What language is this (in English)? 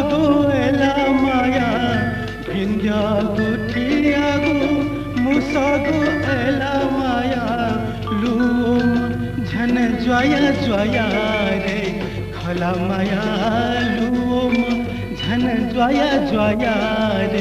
Newari